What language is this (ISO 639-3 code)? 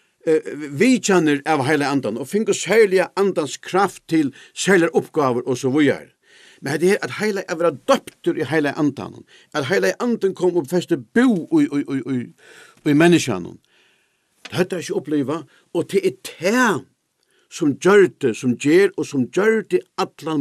fao